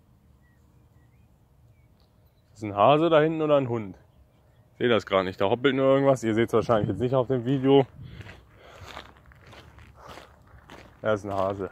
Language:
German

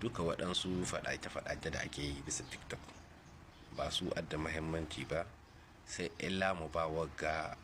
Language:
Hausa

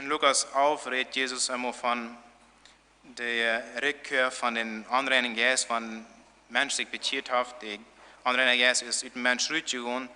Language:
Plautdietsch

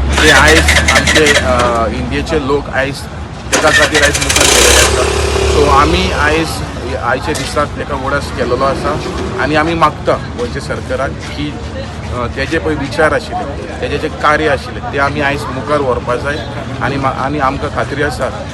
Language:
Konkani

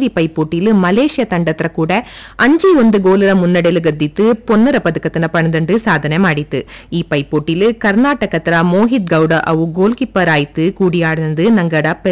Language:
Kannada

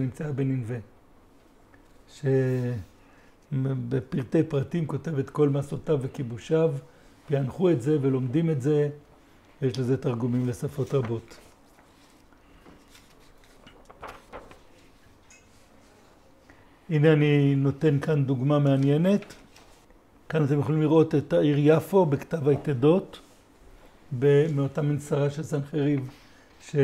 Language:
Hebrew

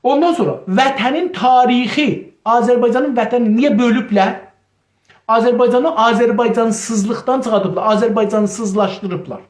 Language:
South Azerbaijani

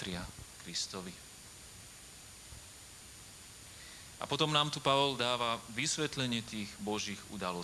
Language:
Slovak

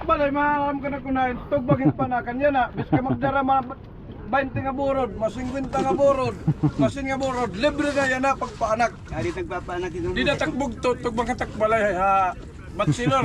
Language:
Waray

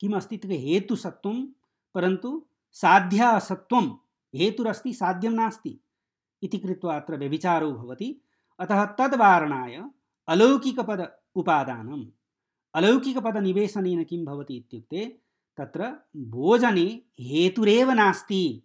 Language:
Sanskrit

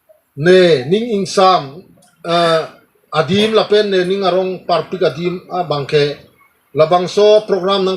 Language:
Karbi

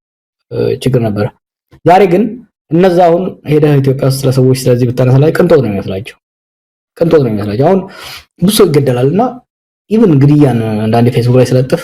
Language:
Amharic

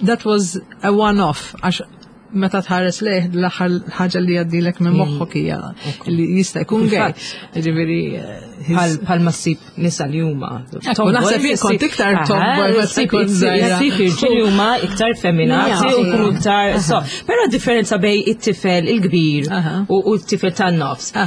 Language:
Maltese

